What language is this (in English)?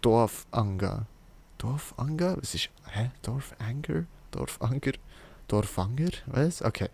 Swiss German